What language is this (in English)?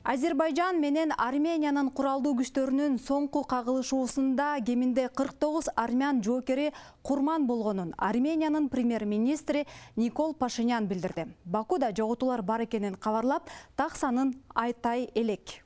Kyrgyz